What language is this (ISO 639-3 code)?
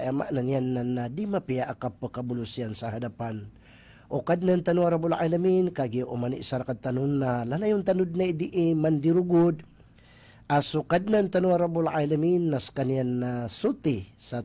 mrw